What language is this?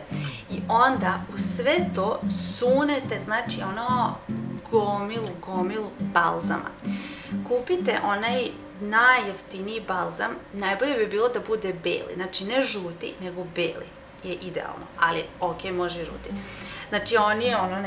Serbian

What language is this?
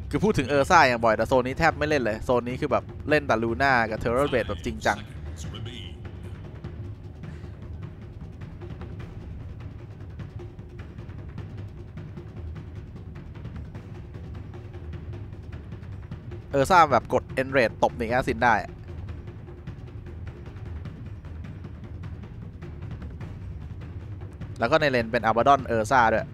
Thai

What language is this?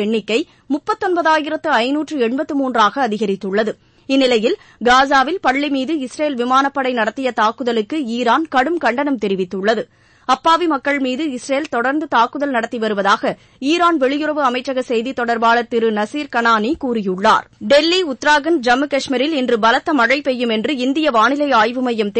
Tamil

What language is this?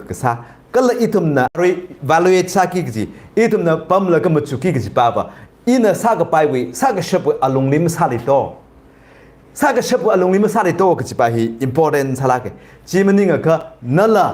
Tangkhul Naga (India)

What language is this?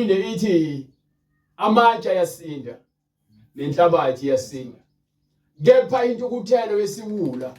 Zulu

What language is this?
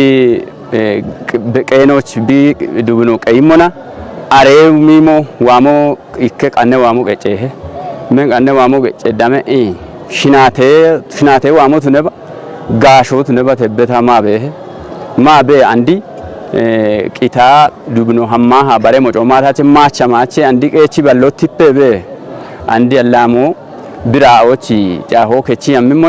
Kafa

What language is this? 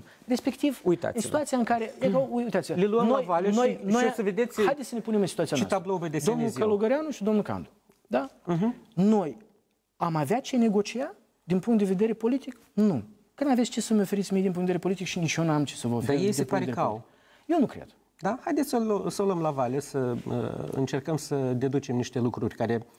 Romanian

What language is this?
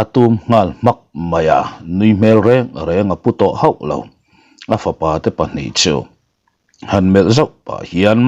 Mizo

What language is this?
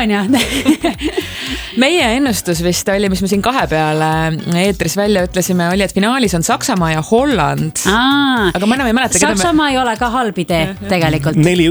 Estonian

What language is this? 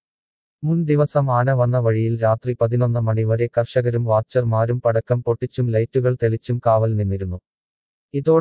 Malayalam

